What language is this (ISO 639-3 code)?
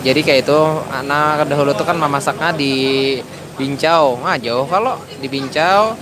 bjn